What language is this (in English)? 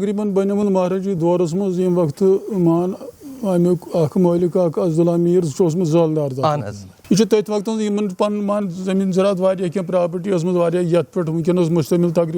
Kashmiri